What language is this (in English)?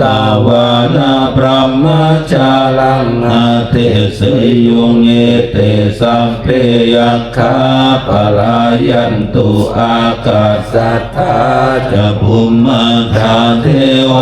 Pali